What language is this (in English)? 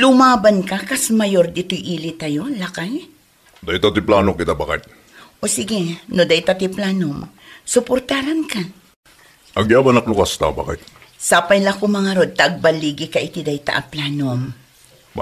Iloko